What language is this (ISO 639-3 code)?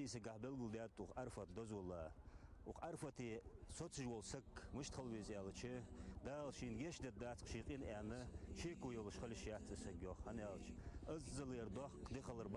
inh